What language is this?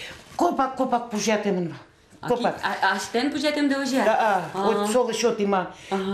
Udmurt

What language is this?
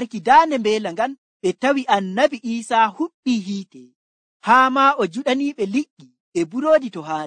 Nigerian Fulfulde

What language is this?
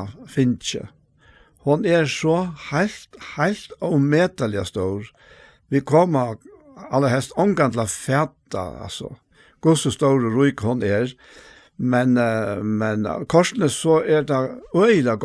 Faroese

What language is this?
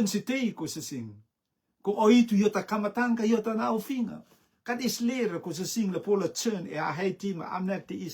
Rotuman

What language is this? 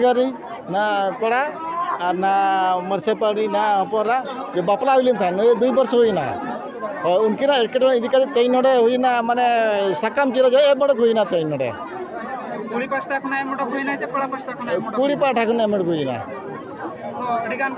Santali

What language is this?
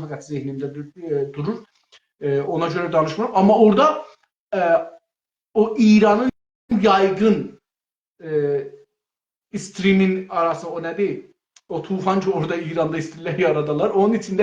South Azerbaijani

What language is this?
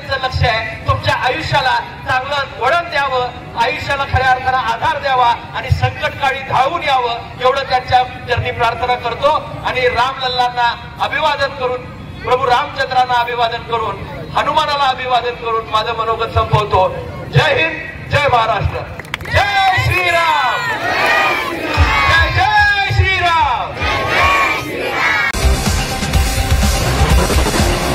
Marathi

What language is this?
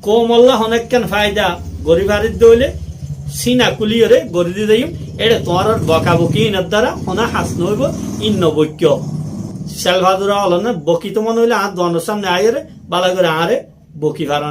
Rohingya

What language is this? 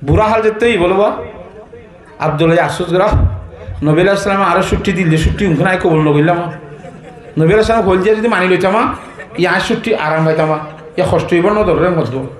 Rohingya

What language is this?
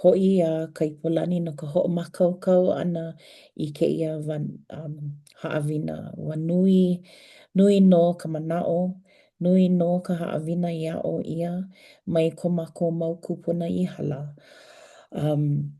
Hawaiian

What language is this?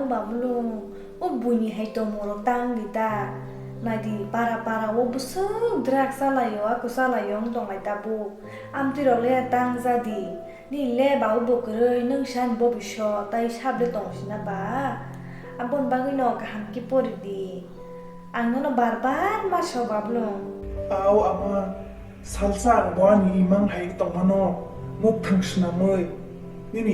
Kok Borok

